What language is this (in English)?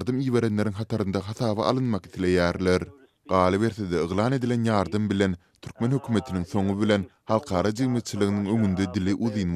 Turkmen